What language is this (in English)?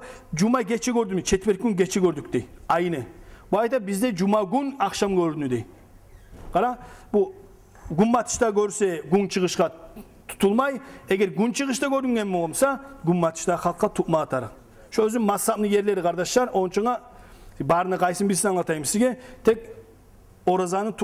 Kumyk